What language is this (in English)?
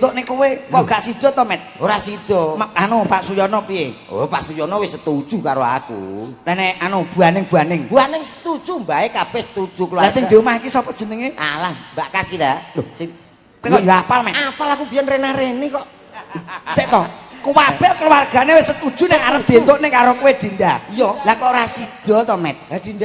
Javanese